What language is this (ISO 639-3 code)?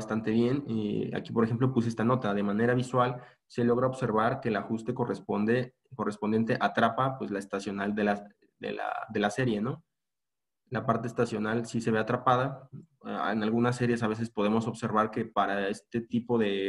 spa